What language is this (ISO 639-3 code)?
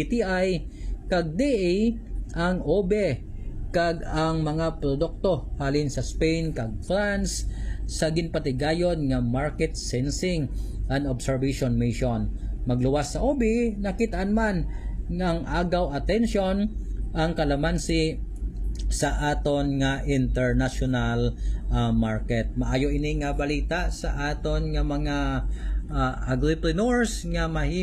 hil